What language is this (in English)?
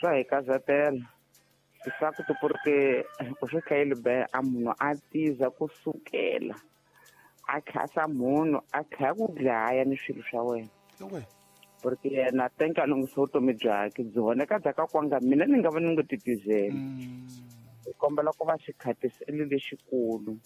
Tsonga